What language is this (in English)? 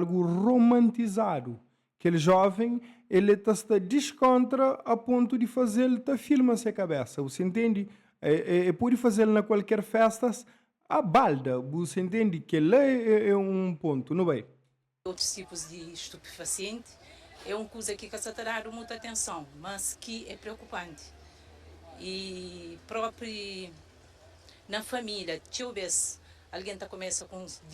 Kabuverdianu